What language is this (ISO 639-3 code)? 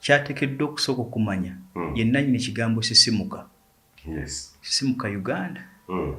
lug